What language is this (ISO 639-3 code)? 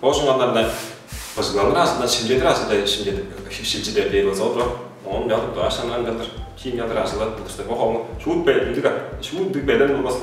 tyv